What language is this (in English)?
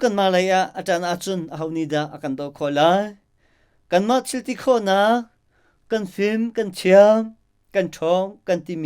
Hakha Chin